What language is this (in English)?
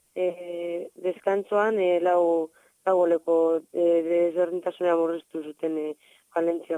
Basque